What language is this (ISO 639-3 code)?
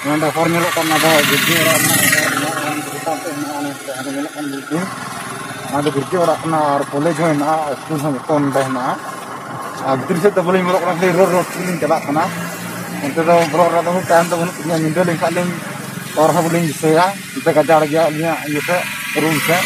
sat